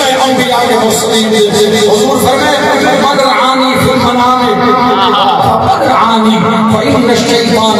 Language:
Saraiki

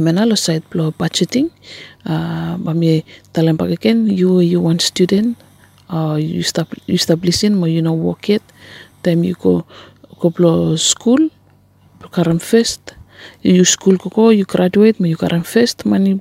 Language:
Bislama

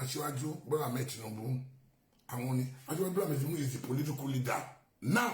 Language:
Yoruba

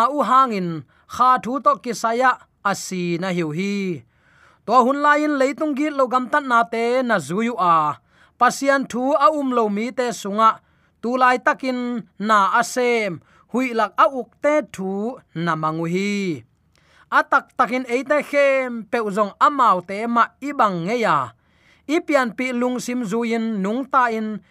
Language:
Tedim Chin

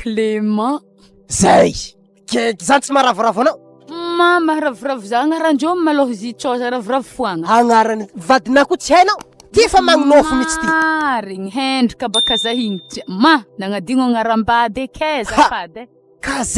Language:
Malagasy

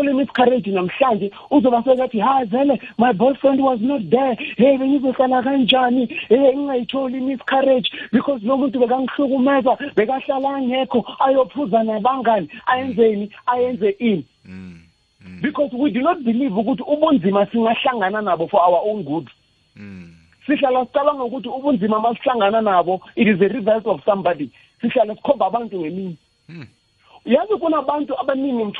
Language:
South Ndebele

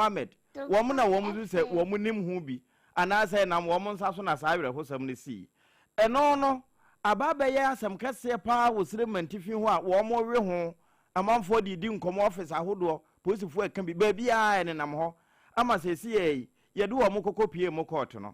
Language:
Akan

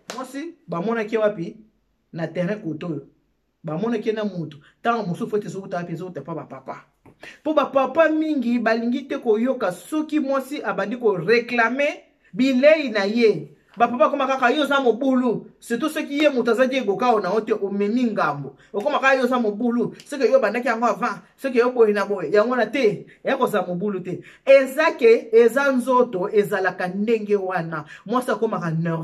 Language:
Lingala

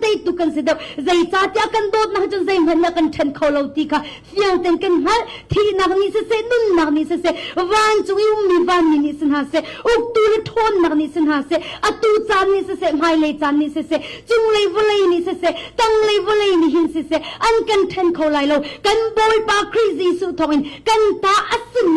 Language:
Hakha Chin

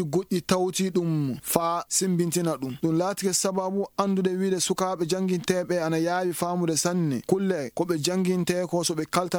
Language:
Fula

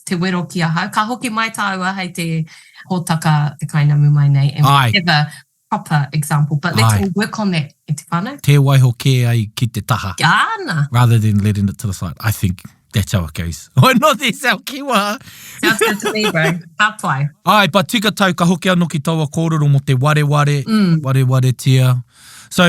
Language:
Māori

